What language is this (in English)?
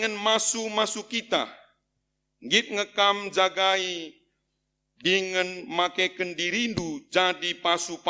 Batak Karo